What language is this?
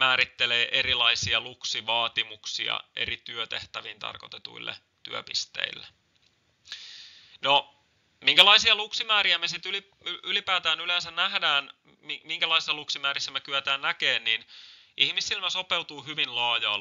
Finnish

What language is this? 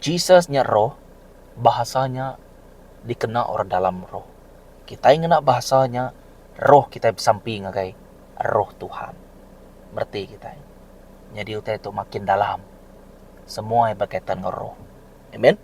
Iban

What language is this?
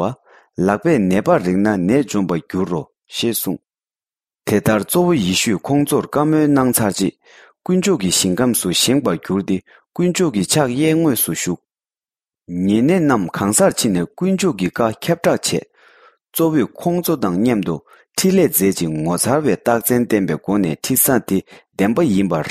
Tibetan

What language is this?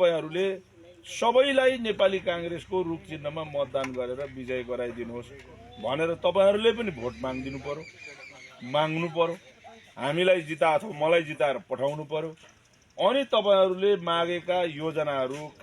Nepali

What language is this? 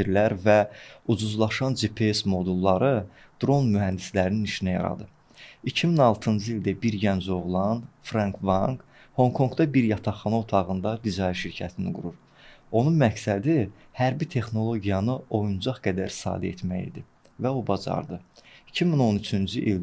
Azerbaijani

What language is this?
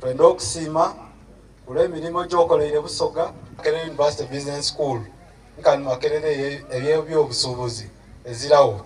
Soga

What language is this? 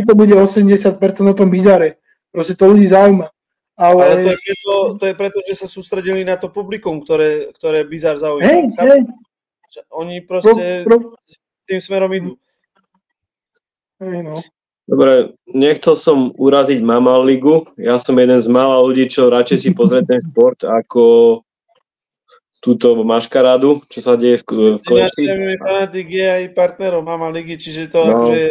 Slovak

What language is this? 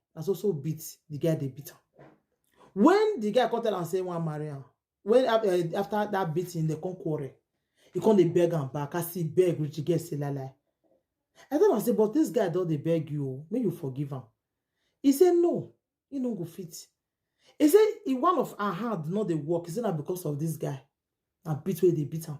Nigerian Pidgin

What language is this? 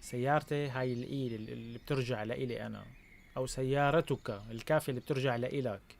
North Levantine Arabic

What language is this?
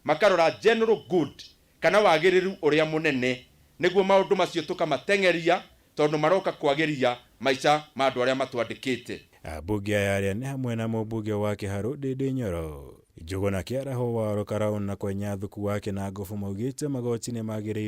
Kikuyu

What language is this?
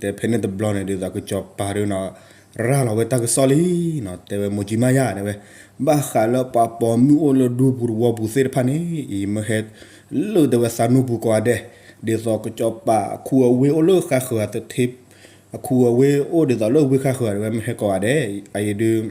S'gaw Karen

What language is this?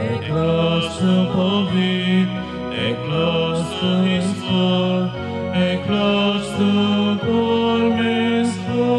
Konkani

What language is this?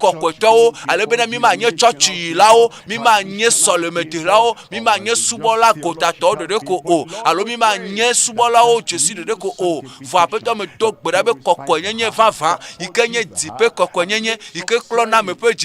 Ewe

